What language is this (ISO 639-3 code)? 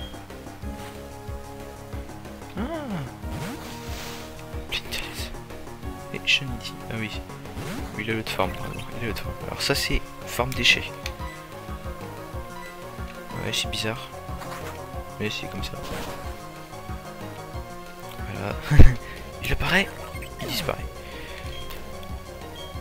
fra